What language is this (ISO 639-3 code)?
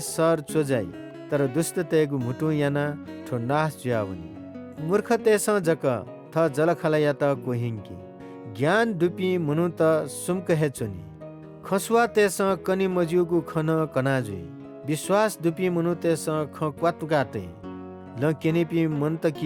new